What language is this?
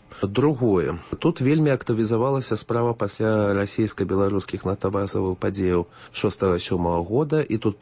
Belarusian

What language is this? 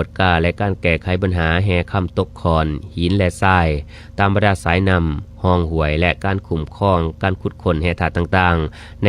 Lao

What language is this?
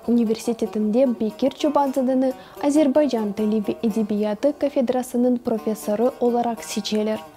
Crimean Tatar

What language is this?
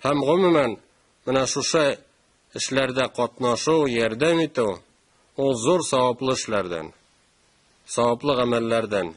Tatar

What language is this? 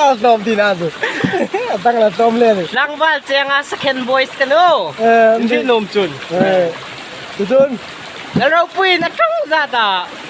Hmar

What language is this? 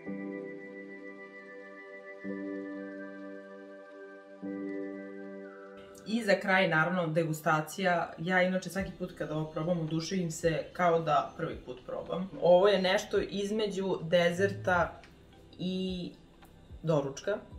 Serbian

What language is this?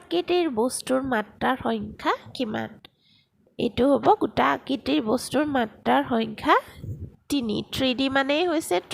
Assamese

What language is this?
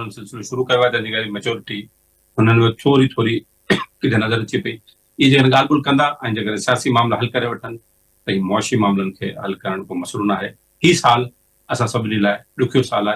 Sindhi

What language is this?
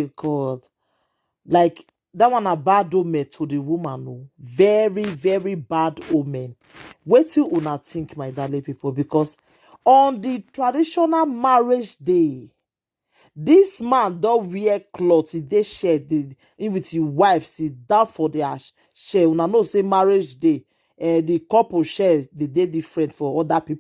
Nigerian Pidgin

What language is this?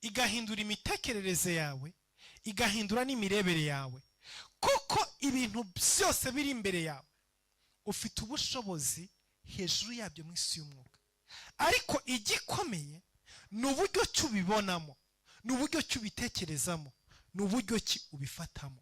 Kinyarwanda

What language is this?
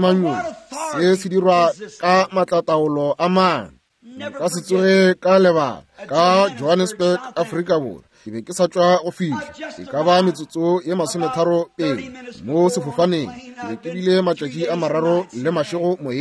Northern Sotho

